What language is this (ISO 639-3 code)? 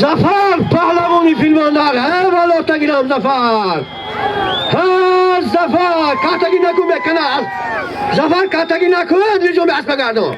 tgk